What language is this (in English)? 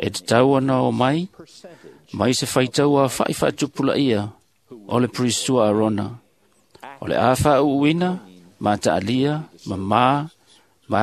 Samoan